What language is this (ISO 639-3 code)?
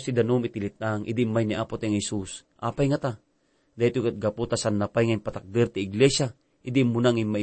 ilo